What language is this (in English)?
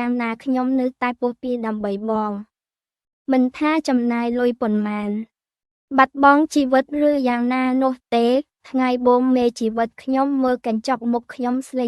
Khmer